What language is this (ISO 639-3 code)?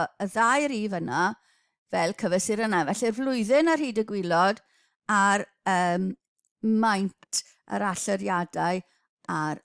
cym